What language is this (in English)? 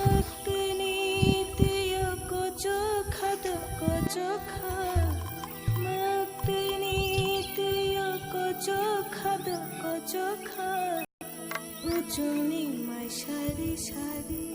Kok Borok